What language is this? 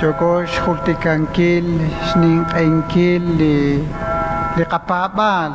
Kekchí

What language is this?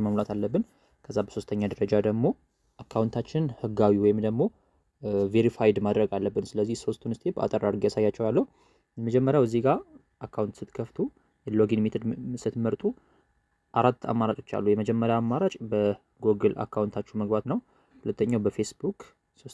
Amharic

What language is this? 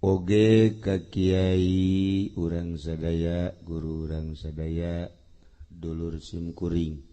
Sundanese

